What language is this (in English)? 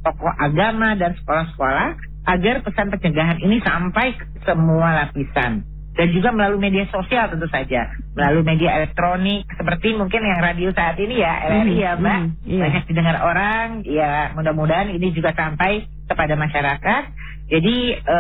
Indonesian